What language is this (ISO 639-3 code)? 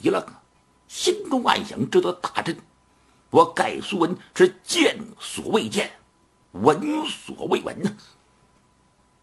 zho